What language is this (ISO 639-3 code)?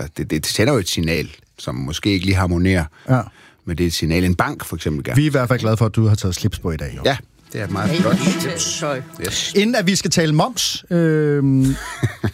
dan